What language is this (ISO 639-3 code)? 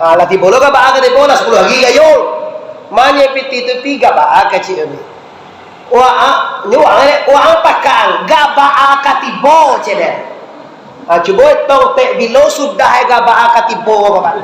min